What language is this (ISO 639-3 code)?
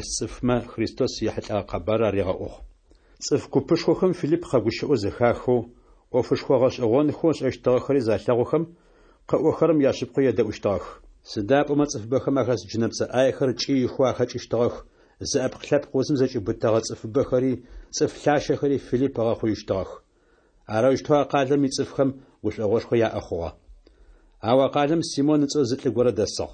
ady